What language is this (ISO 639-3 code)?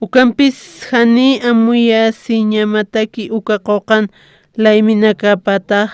aym